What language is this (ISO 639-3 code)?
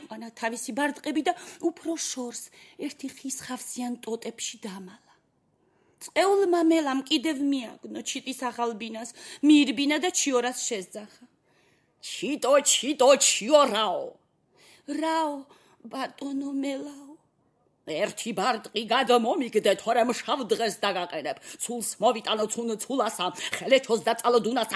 kat